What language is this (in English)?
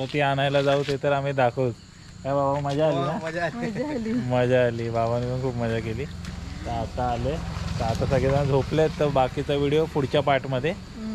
Marathi